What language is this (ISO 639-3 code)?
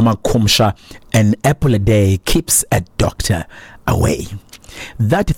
xho